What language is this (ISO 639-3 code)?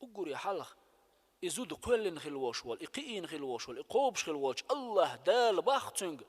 che